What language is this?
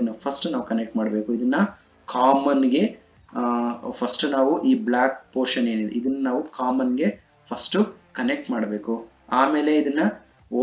Kannada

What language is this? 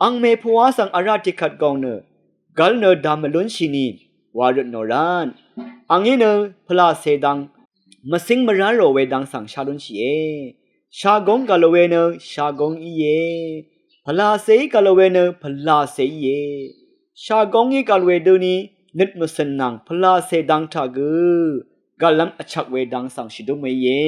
Rawang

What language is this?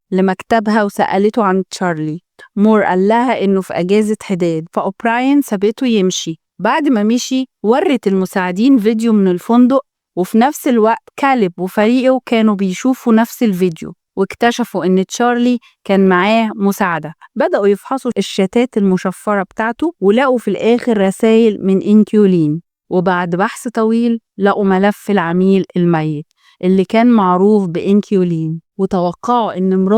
Egyptian Arabic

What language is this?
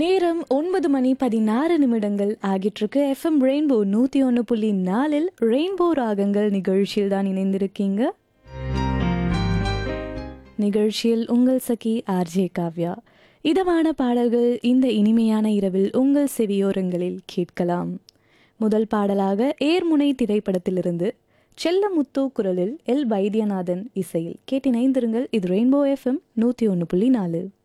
Tamil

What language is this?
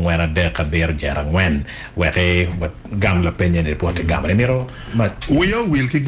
Acoli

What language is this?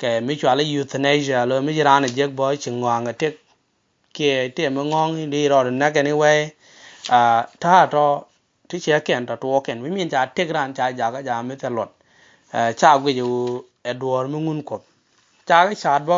Nuer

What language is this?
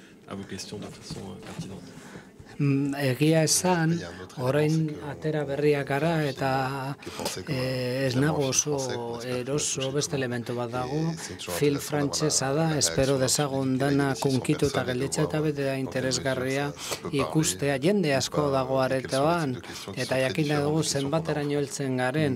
Basque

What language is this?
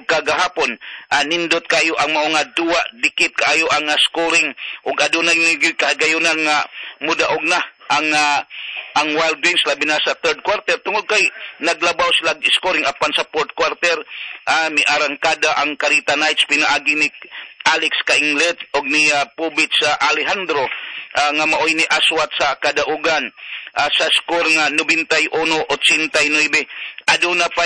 Cebuano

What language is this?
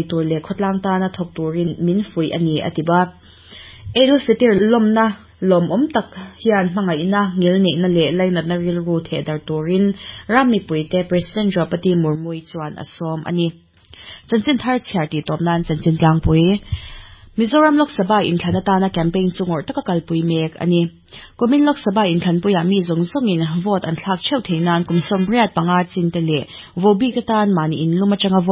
Mizo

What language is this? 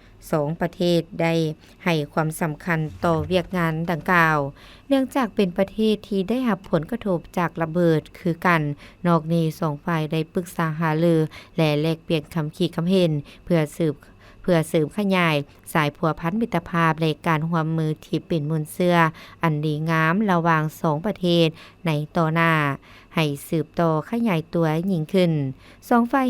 Lao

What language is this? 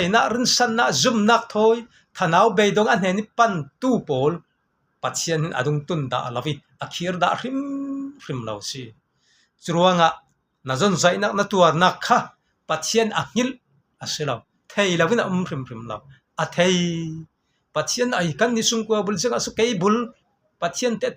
Falam Chin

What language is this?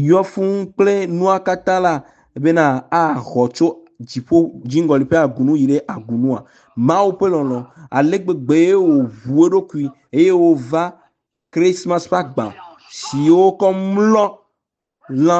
Ewe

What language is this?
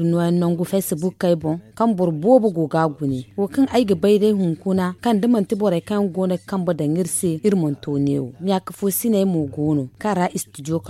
Zarma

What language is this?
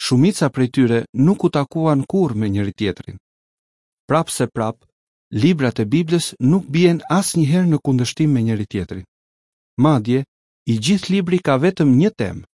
Albanian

